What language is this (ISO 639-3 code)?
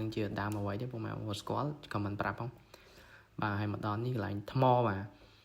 khm